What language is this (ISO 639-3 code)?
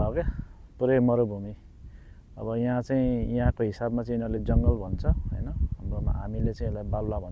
nep